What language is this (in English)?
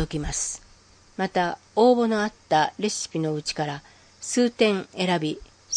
Japanese